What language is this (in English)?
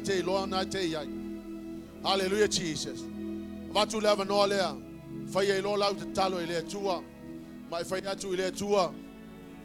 Samoan